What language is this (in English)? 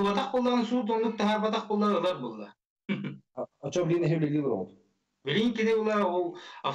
Yakut